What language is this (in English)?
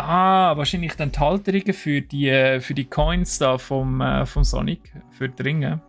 Swiss German